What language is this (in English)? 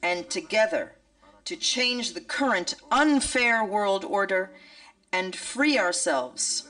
Tswana